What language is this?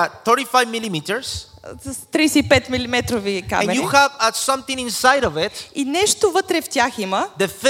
Bulgarian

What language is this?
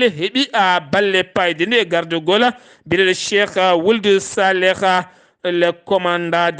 Fula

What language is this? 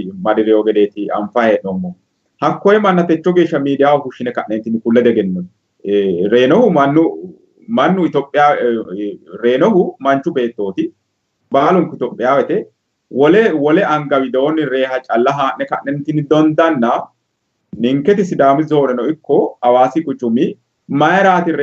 Sidamo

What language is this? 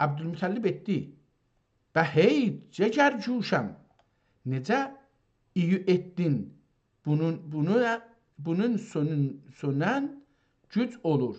South Azerbaijani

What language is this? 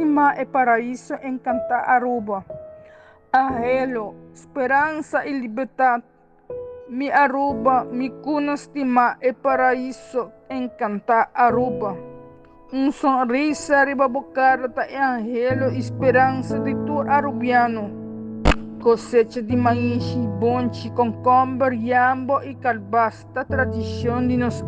Papiamento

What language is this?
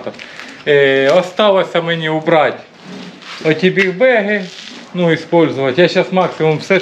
Ukrainian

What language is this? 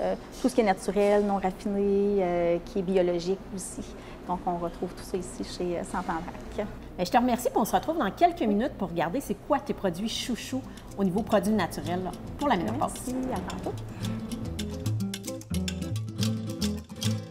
French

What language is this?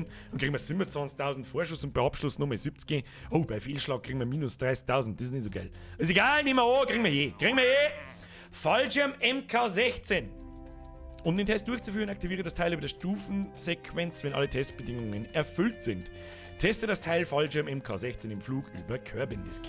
Bavarian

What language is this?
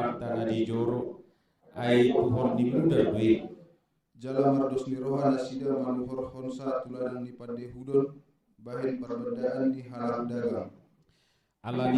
Batak Toba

